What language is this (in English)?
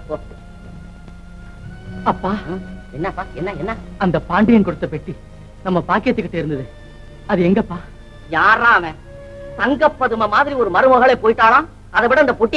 Tamil